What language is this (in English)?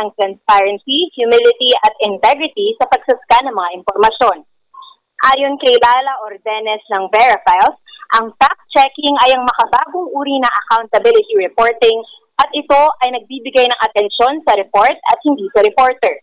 Filipino